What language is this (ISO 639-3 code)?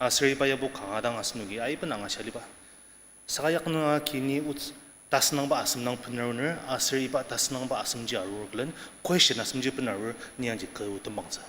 njo